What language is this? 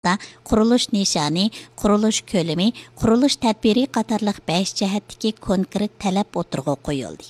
Uyghur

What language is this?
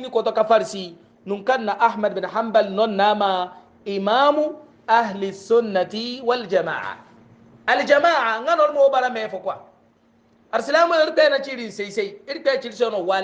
Hausa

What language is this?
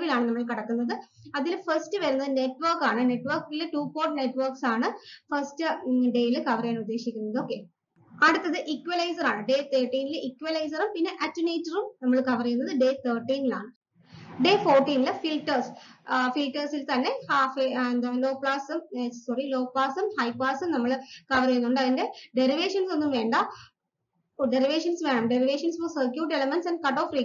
Malayalam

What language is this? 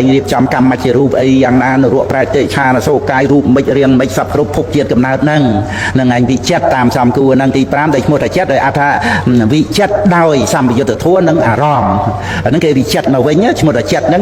Khmer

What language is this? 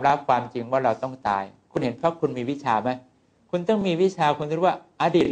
Thai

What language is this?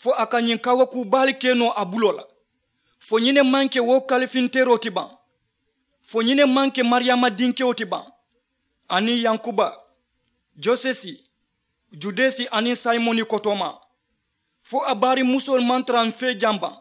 Mandingo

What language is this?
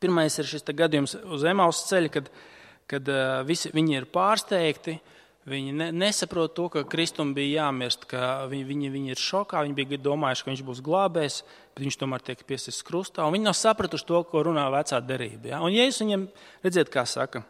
Latvian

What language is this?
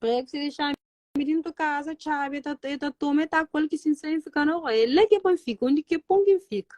Kabuverdianu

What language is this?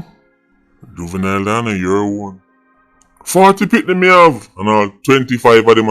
Jamaican Creole English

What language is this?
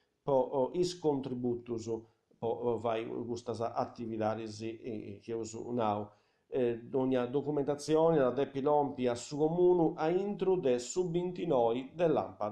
Sardinian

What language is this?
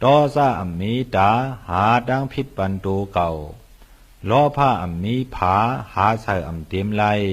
Shan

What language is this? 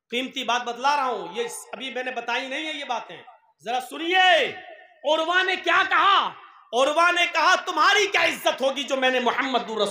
Urdu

